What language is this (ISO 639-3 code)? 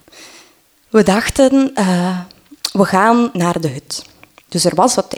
nld